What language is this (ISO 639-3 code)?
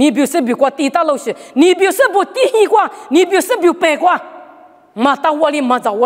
lis